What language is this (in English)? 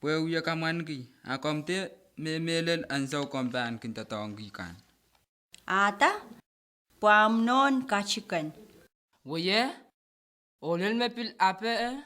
Pohnpeian